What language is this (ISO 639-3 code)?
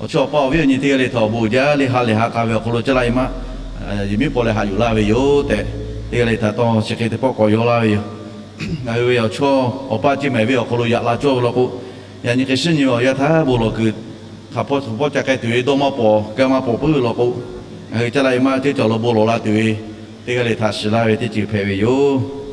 lhu